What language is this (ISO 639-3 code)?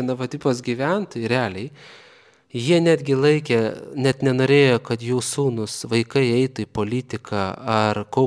lit